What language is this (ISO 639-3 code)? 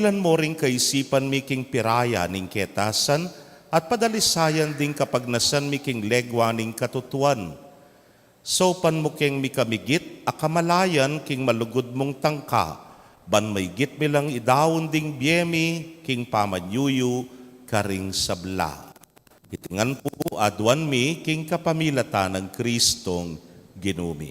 pam